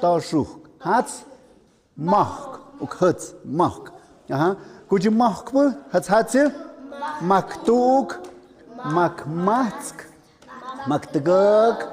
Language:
Tlahuitoltepec Mixe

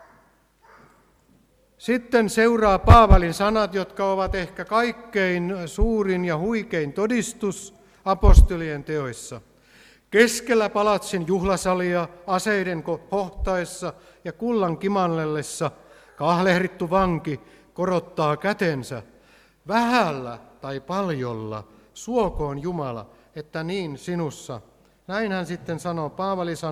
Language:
Finnish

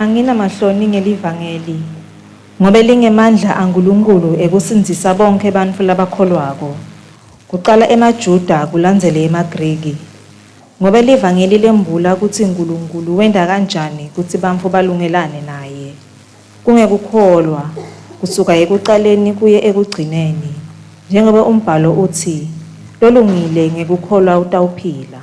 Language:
Swati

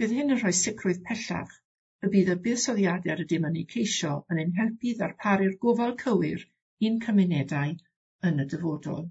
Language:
Welsh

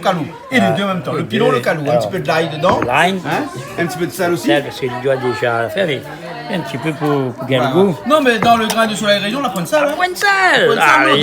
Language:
Réunion Creole French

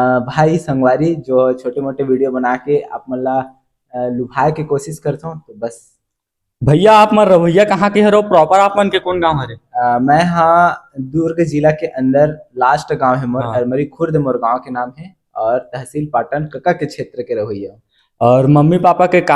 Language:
Chhattisgarhi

